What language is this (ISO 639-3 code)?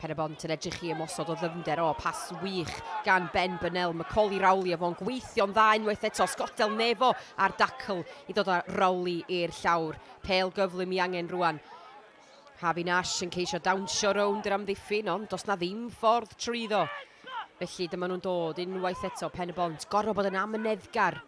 cym